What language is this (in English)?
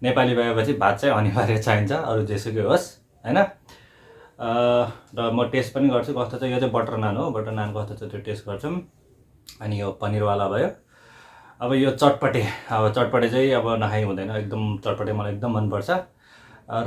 Nepali